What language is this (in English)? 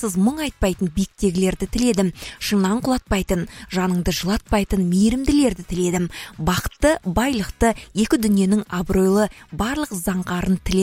Kazakh